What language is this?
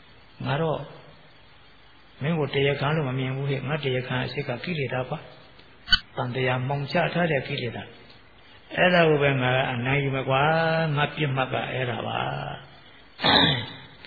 Burmese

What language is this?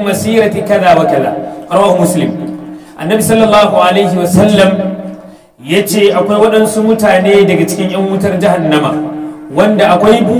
Hausa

